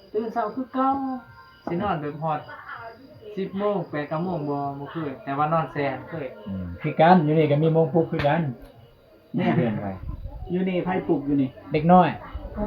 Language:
Northeastern Thai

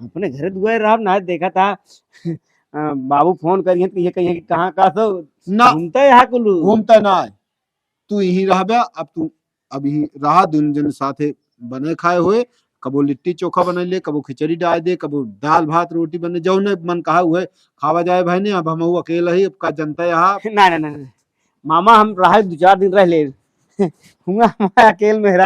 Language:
Awadhi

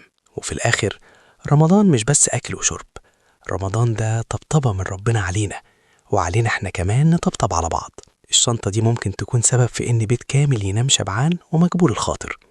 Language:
Egyptian Arabic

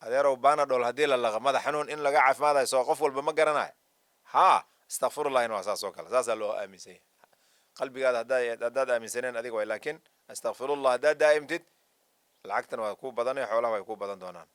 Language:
Somali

